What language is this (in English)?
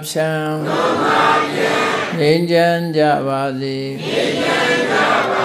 Burmese